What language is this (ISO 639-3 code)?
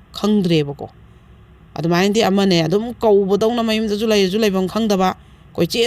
mni